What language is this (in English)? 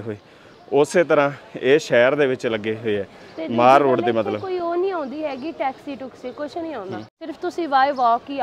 Punjabi